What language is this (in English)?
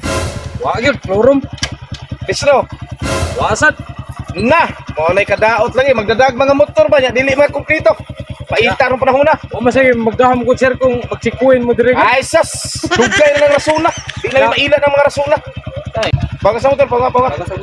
Cebuano